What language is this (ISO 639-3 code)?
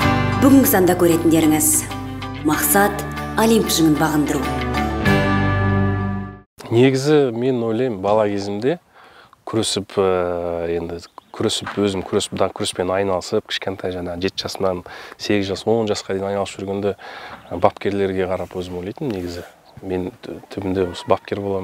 kaz